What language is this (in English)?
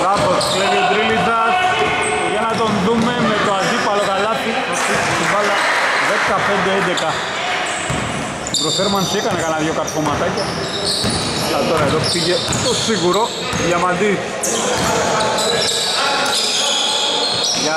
Greek